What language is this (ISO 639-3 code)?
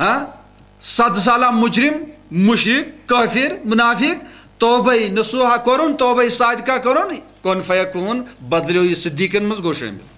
kas